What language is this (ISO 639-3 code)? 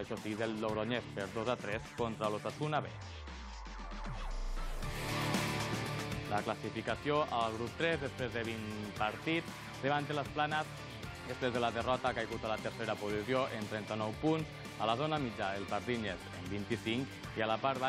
cat